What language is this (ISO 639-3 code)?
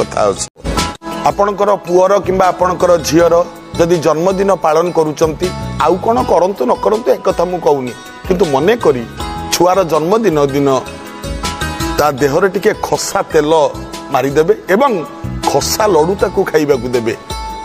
ori